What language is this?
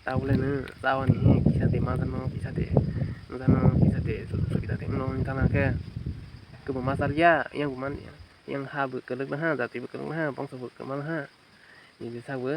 Kok Borok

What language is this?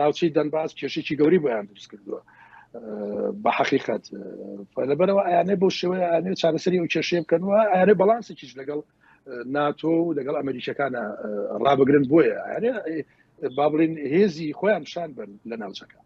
Central Kurdish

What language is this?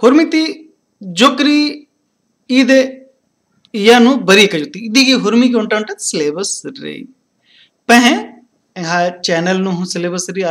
Kurukh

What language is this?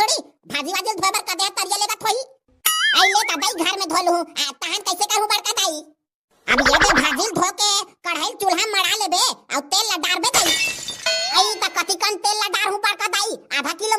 Chhattisgarhi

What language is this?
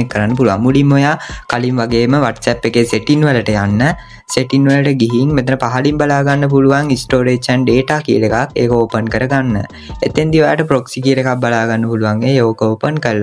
Sinhala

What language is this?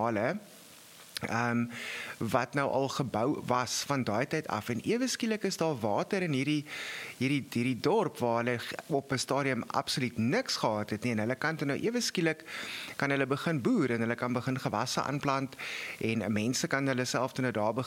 Afrikaans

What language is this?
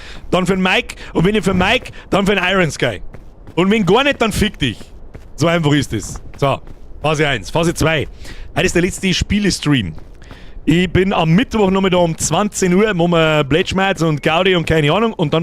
Bavarian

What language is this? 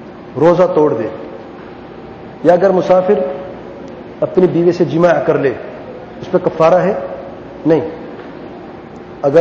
Urdu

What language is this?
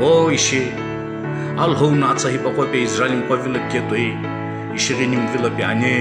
Sumi Naga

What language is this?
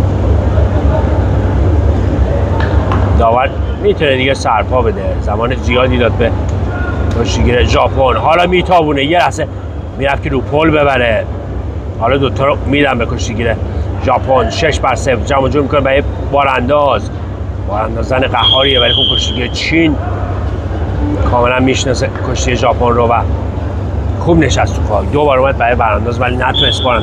Persian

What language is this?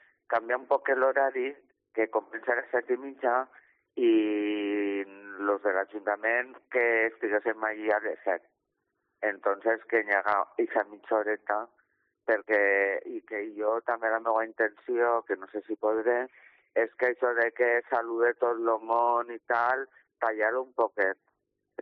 Catalan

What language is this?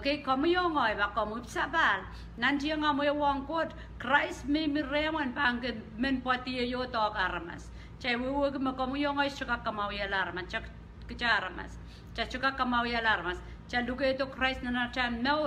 Pohnpeian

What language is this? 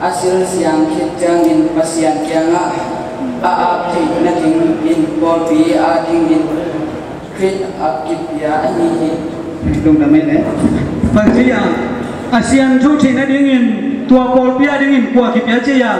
Tedim Chin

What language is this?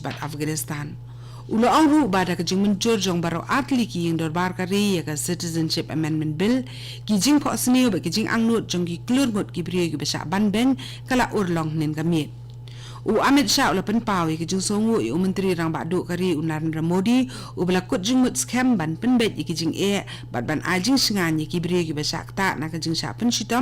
Khasi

